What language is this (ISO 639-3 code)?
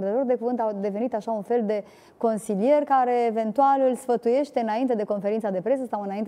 ron